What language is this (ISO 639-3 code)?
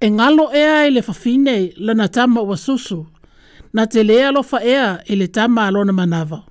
smo